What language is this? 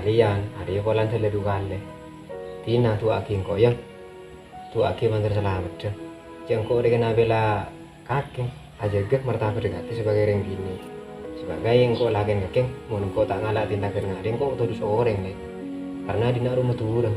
Madurese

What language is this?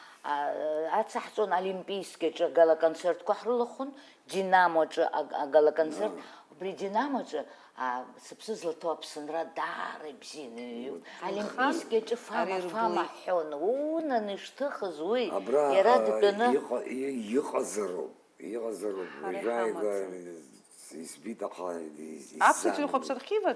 Abkhazian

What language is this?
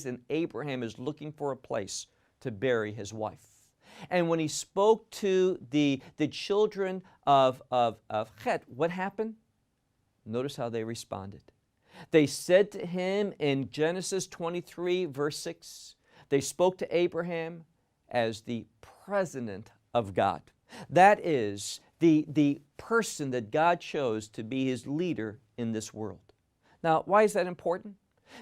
English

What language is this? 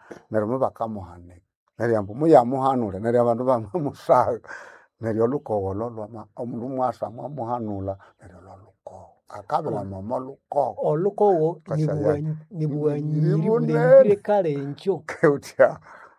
Nande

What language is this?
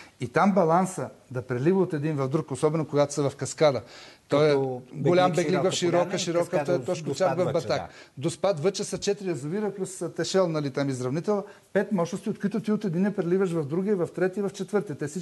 Bulgarian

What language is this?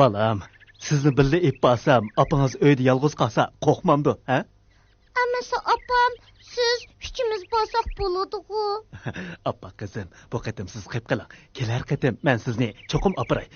Uyghur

